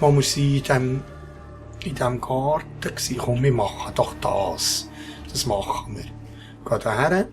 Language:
Swiss German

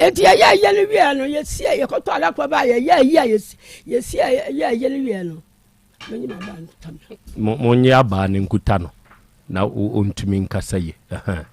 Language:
Akan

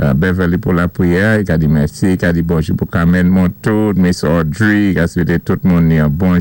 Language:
Saint Lucian Creole French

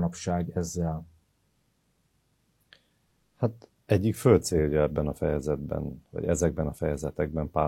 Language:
Hungarian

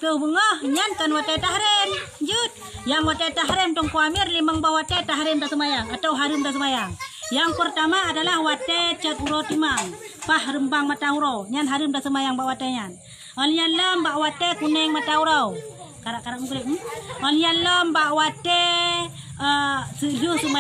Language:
Achinese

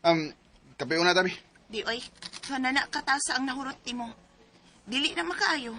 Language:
Cebuano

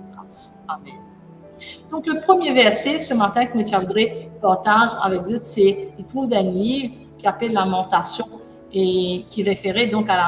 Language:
Morisyen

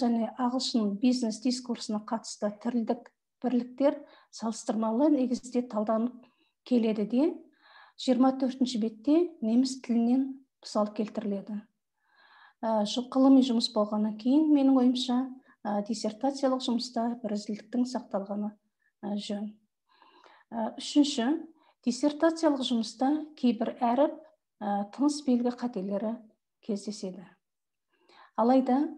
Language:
Kazakh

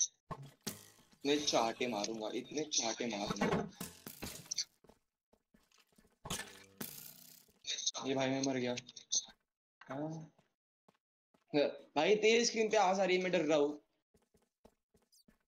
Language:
Hindi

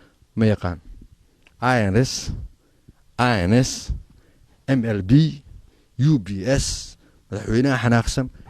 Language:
Somali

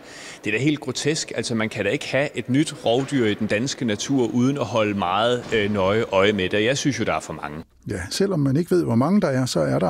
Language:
Danish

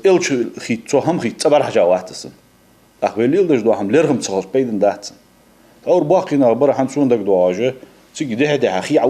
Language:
Ingush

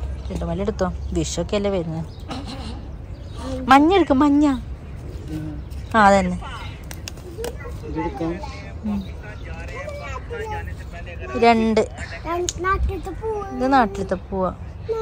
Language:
Malayalam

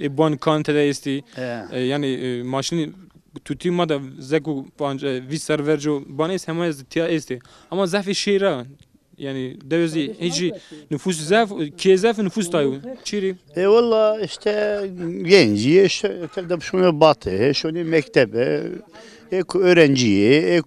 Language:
Zaza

